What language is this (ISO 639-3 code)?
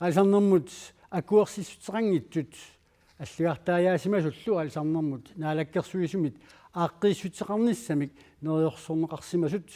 kal